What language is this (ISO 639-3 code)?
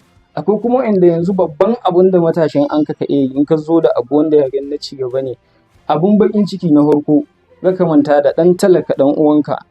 hau